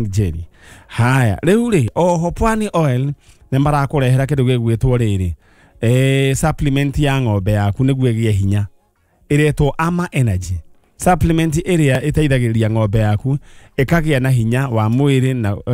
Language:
Kikuyu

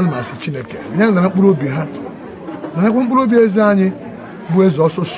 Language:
Igbo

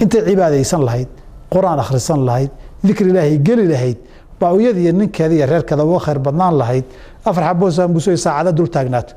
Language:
Somali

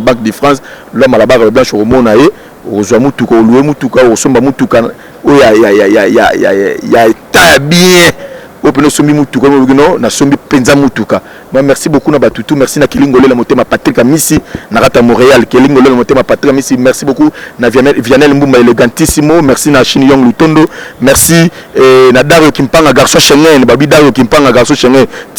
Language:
Lingala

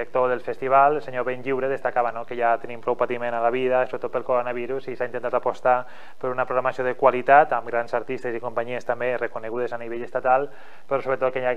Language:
Catalan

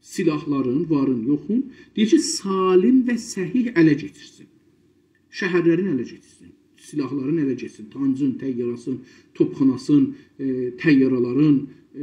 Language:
South Azerbaijani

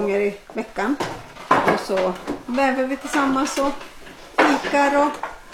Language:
Swedish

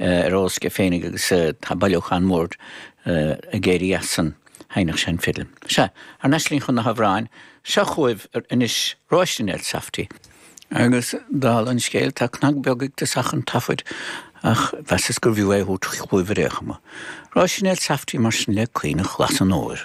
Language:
Irish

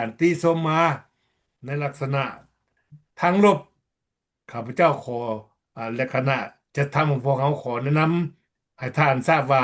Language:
Lao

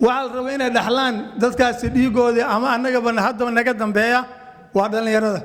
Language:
Somali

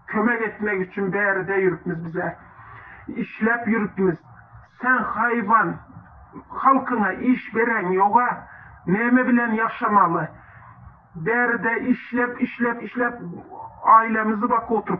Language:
Turkmen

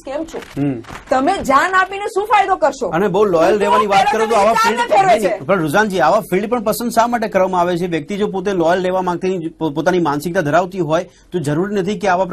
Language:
Gujarati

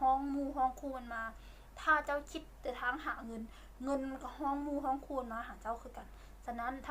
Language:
Lao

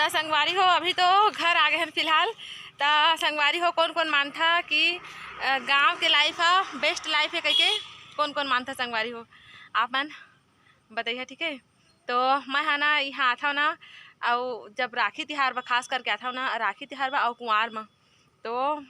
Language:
Chhattisgarhi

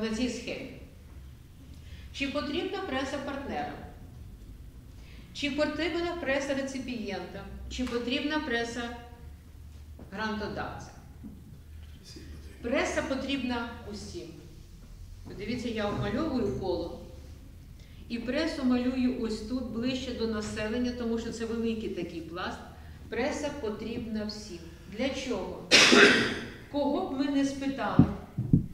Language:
Ukrainian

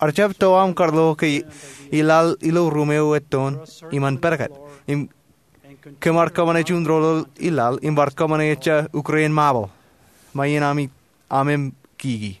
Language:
Marshallese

